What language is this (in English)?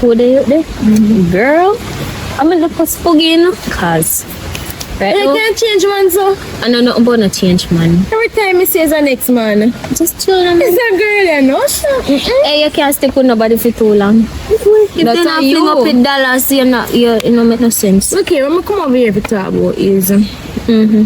Jamaican Creole English